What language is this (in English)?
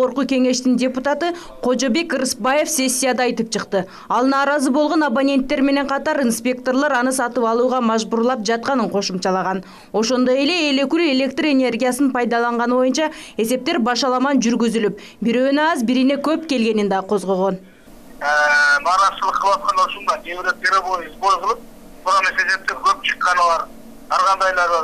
Kyrgyz